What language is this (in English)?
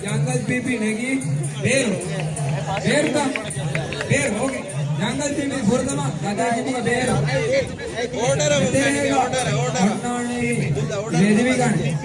Divehi